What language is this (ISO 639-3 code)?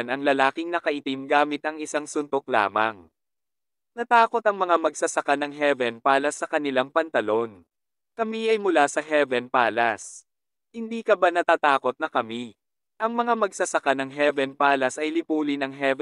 fil